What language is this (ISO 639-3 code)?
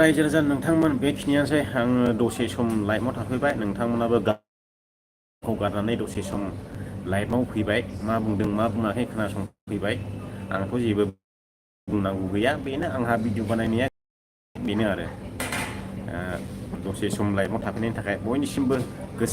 brx